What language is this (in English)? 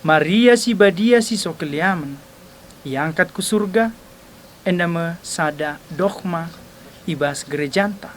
Batak Karo